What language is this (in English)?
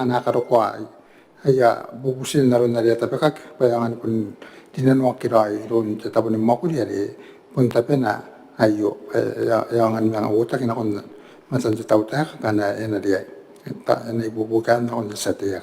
Gilbertese